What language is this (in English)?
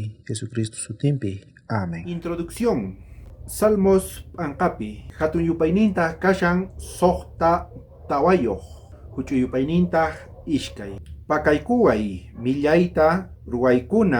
South Bolivian Quechua